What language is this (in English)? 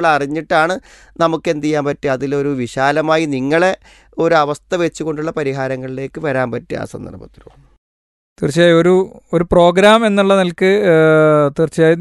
Malayalam